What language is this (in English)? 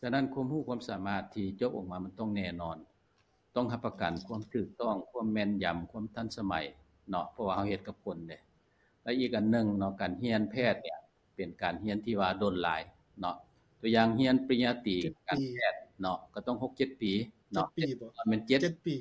Lao